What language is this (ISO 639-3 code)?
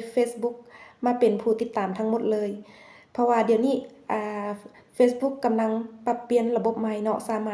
lao